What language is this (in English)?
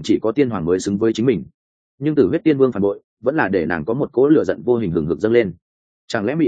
Vietnamese